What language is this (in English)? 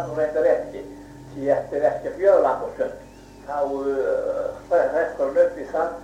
Icelandic